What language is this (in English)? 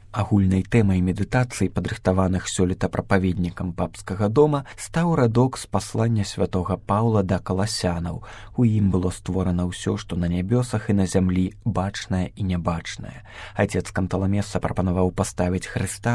Belarusian